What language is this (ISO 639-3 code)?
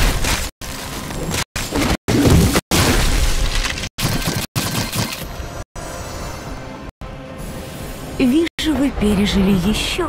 rus